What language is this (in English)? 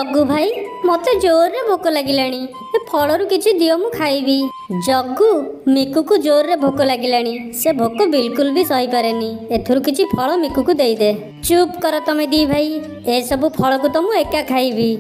Odia